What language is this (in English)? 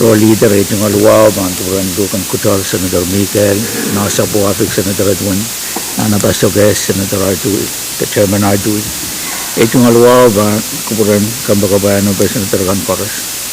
Pohnpeian